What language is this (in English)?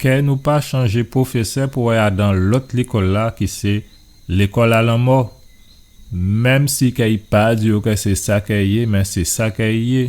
Guadeloupean Creole French